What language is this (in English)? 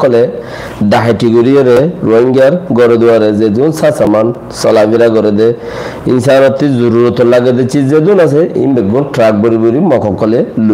Rohingya